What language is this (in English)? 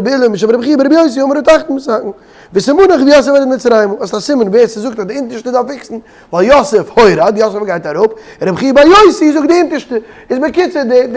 Yiddish